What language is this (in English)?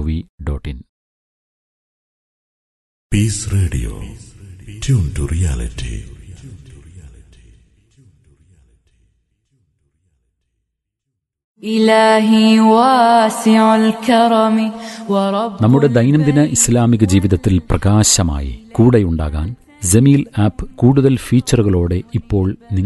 Malayalam